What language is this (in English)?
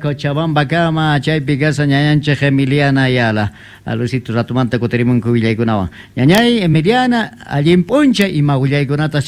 Quechua